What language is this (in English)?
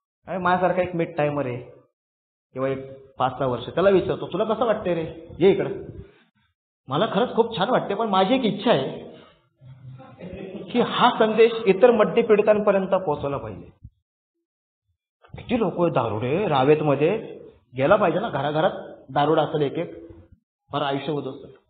Marathi